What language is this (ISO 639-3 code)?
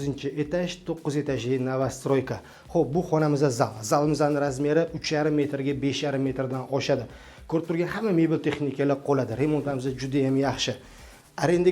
uzb